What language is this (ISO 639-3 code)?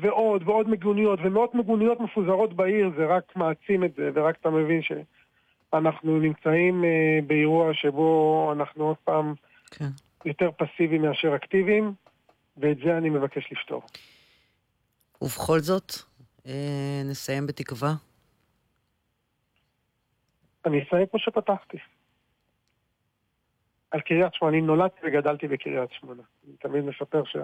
heb